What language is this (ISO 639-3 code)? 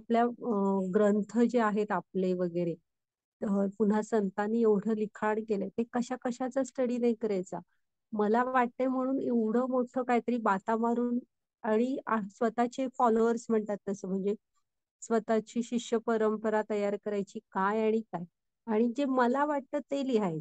mar